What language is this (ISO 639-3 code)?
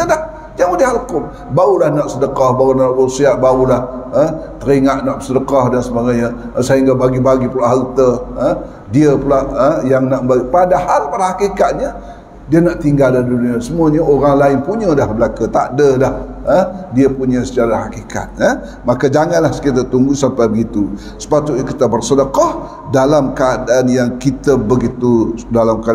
msa